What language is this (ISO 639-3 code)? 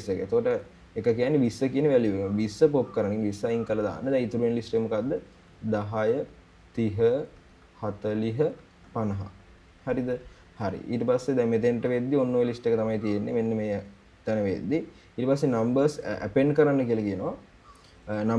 sin